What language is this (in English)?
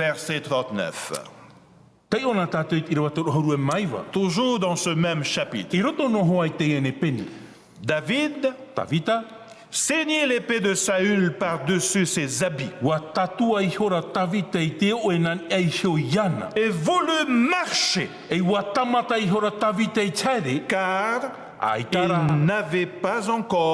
Tahitian